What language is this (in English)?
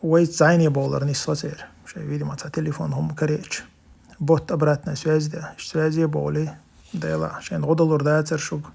Chechen